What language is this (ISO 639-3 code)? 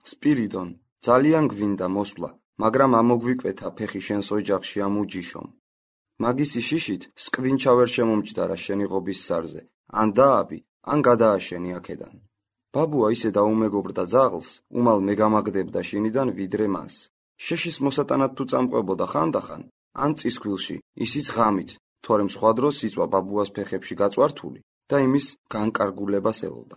kat